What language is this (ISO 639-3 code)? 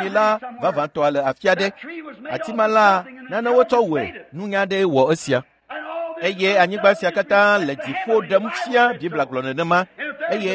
ewe